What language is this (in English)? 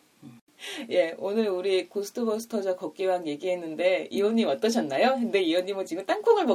Korean